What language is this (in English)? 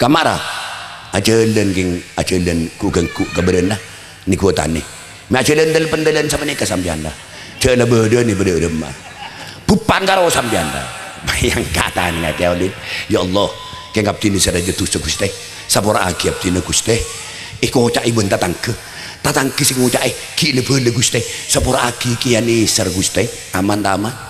Madurese